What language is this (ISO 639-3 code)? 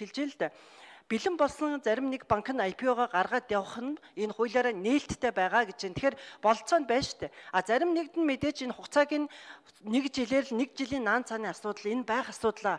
mon